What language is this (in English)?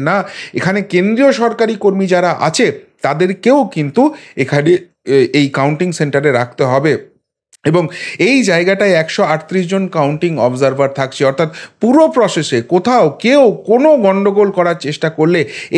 Bangla